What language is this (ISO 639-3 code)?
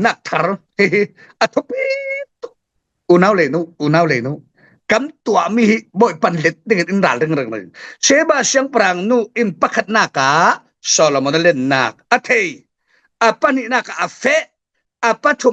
cfm